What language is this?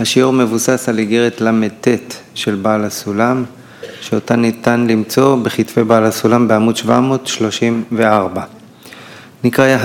Hebrew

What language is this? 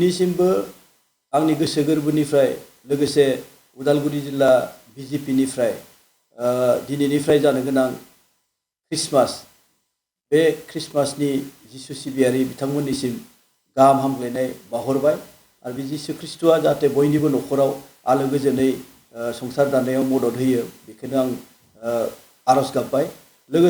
Bodo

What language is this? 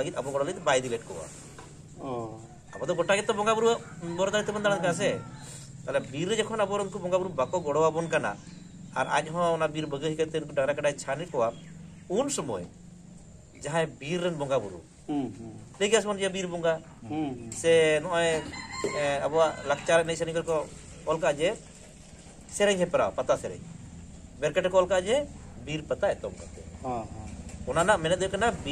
Santali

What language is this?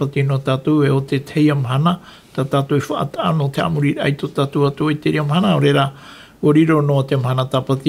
Tahitian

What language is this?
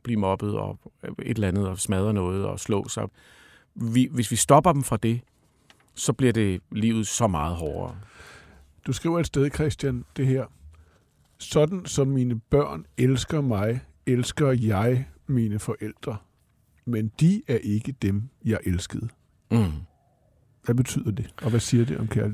Danish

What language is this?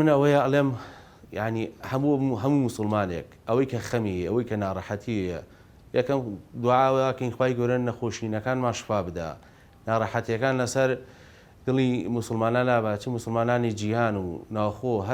Central Kurdish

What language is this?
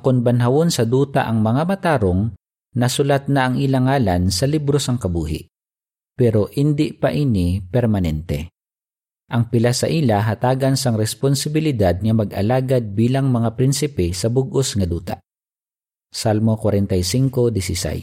Hiligaynon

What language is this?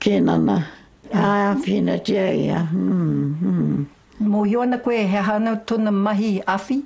Māori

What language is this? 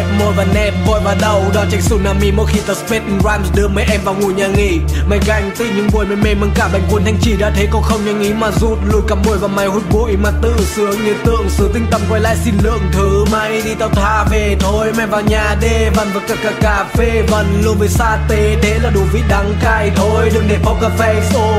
Vietnamese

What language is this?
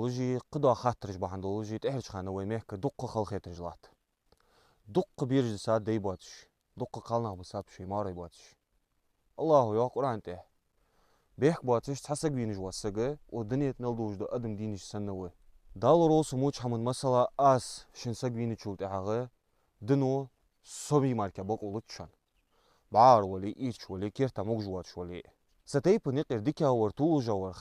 Ingush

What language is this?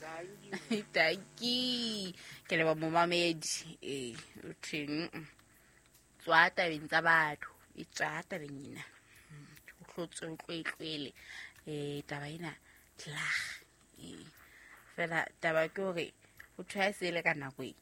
Southern Sotho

